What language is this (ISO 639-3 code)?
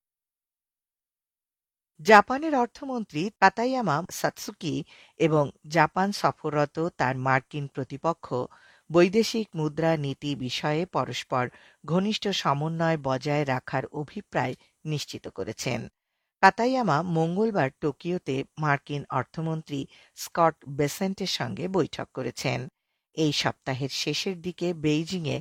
ben